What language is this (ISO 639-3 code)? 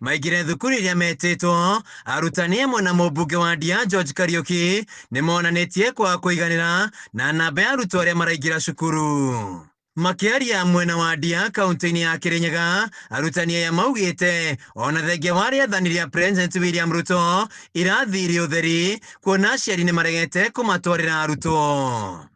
kik